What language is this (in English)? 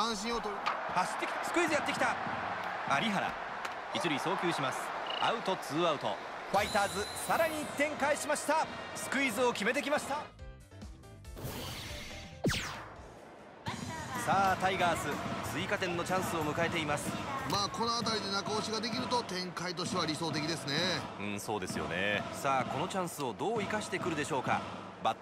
Japanese